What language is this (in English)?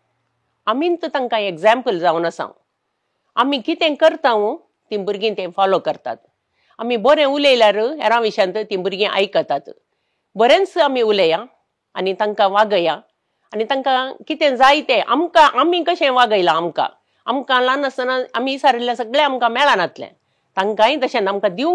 Konkani